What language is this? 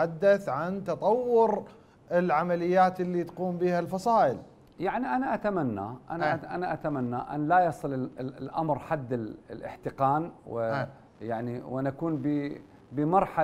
Arabic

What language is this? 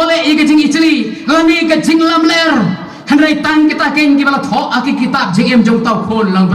Khasi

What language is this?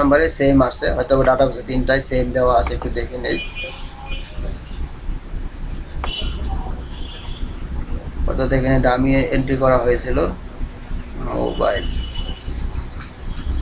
Bangla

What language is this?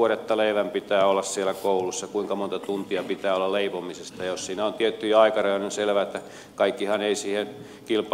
Finnish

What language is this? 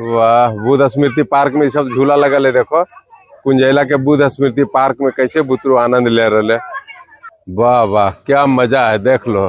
Magahi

